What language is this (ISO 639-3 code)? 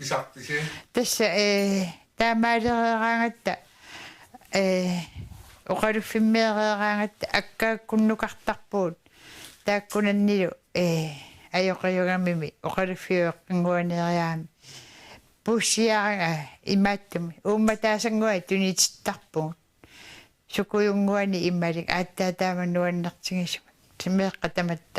kal